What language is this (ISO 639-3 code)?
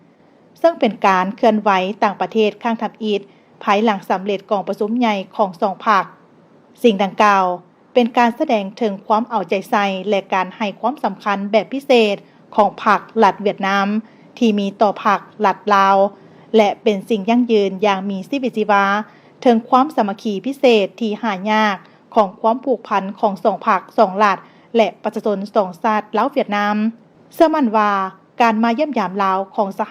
lao